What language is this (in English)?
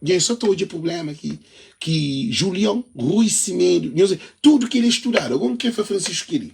Kabuverdianu